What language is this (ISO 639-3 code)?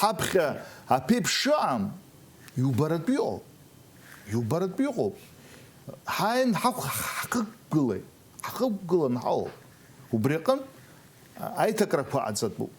abk